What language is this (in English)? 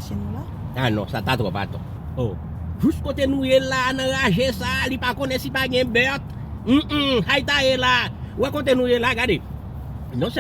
Haitian Creole